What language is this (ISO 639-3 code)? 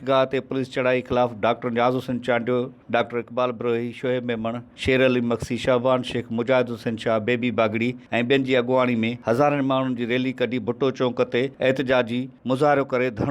snd